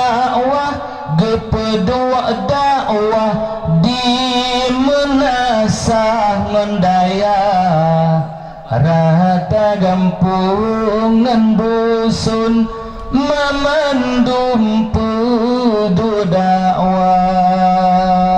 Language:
Achinese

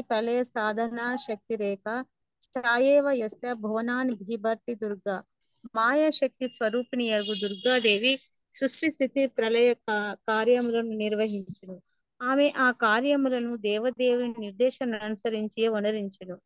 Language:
Telugu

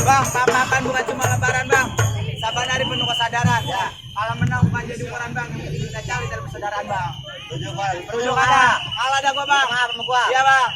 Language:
Betawi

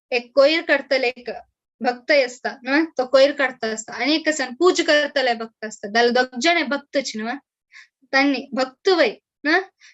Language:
Konkani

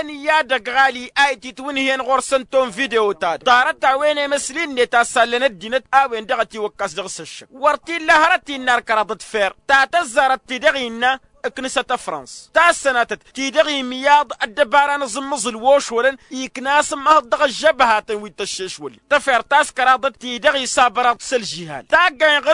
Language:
Tamasheq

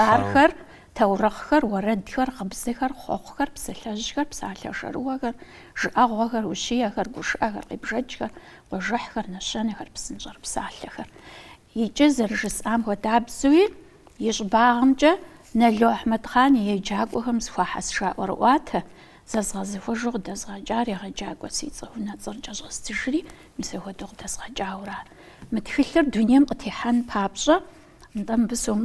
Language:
Kabardian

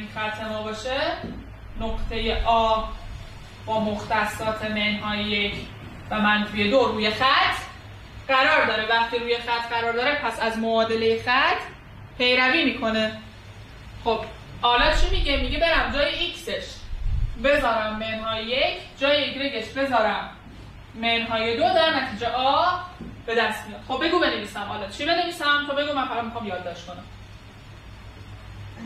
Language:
Persian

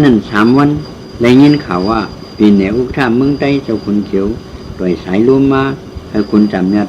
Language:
Shan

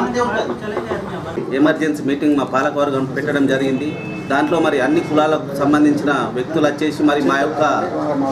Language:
Telugu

